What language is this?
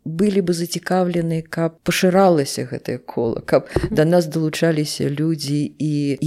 Belarusian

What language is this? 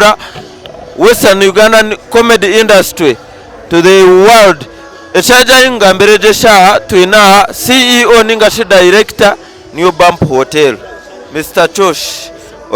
Nyankole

